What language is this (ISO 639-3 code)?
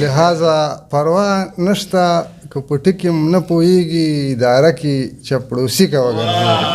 pus